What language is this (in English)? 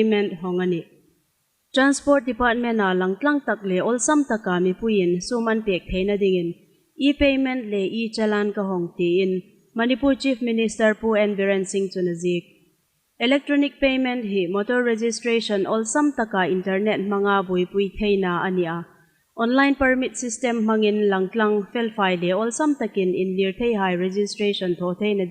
Hmar